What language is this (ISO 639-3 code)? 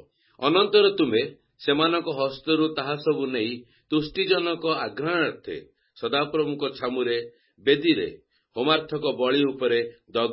ori